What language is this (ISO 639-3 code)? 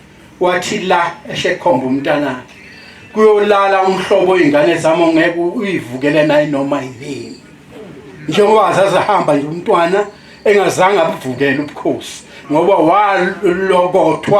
zul